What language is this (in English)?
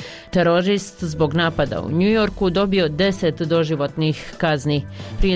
Bosnian